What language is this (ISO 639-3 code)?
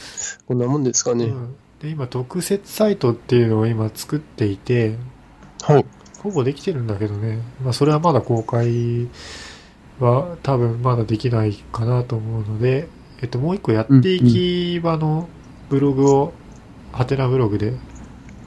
jpn